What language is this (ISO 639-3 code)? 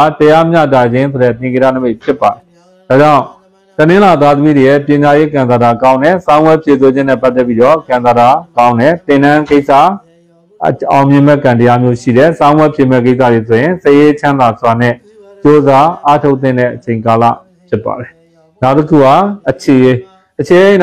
mya